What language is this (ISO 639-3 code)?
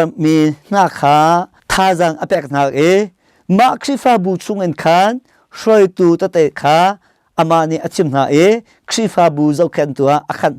cnh